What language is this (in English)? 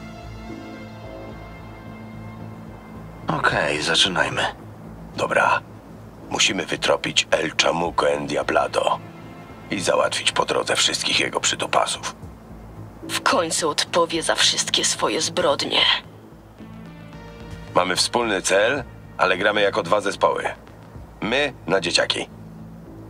Polish